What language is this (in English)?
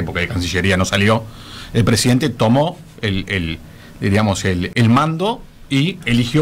Spanish